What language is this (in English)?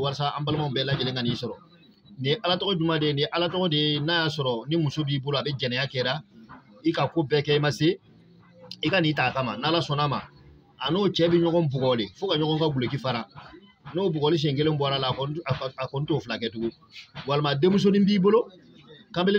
Bambara